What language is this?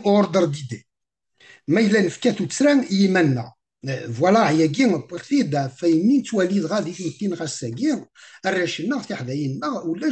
Kabyle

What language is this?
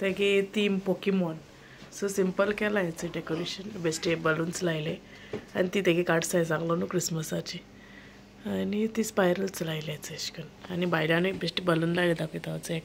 Konkani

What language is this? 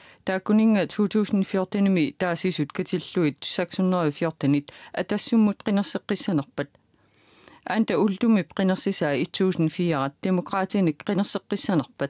Kalaallisut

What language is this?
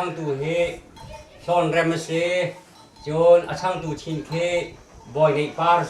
Hakha Chin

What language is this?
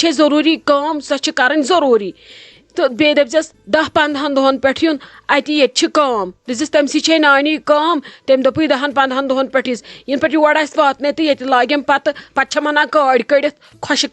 Kashmiri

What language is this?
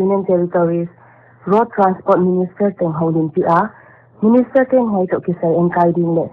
Paite Chin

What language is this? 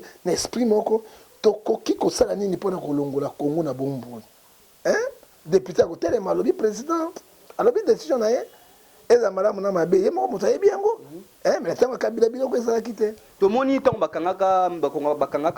Lingala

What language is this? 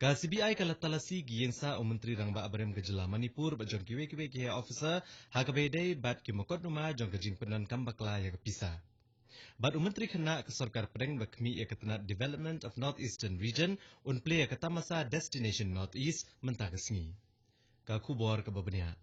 Khasi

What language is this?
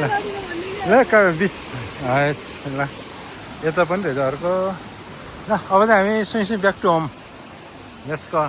Nepali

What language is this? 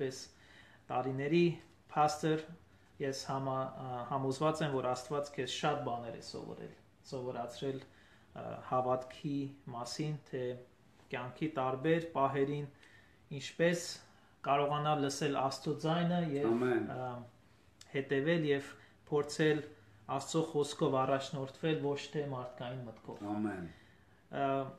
Armenian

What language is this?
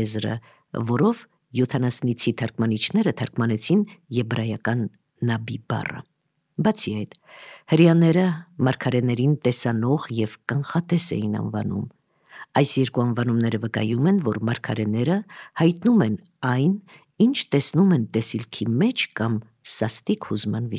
Armenian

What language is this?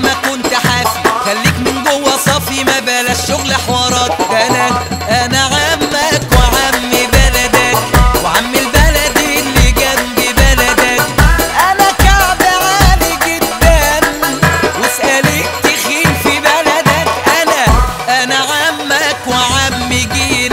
Egyptian Arabic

